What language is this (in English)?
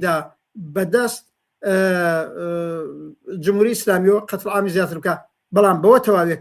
Central Kurdish